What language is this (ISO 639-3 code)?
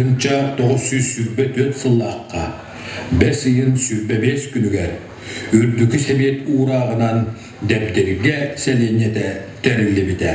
sah